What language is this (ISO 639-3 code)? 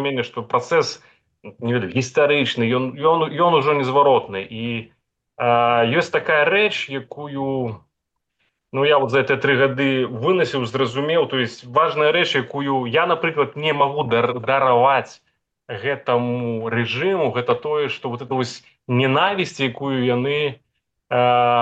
bel